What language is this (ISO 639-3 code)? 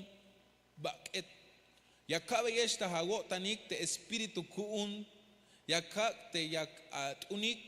tzh